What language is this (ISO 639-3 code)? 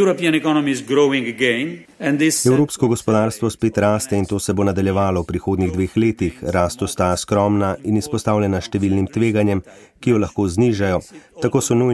slv